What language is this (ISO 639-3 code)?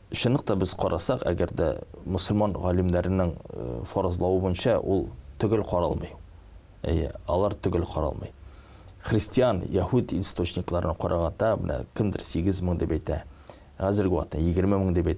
tat